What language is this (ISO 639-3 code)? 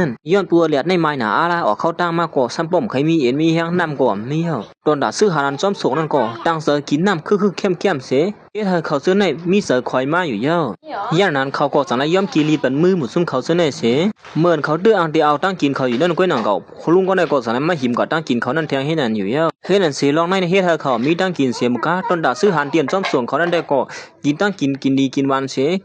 shn